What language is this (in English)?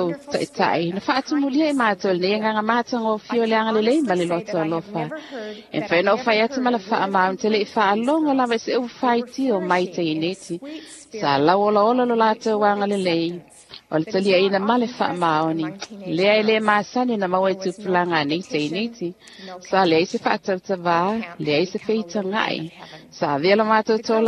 Samoan